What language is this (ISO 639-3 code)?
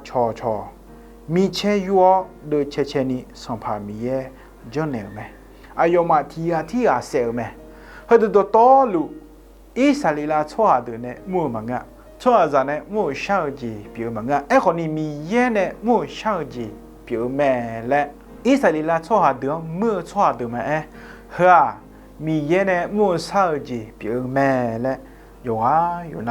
ahk